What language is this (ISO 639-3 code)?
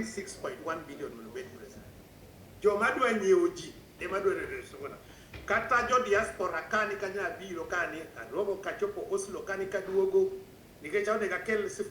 luo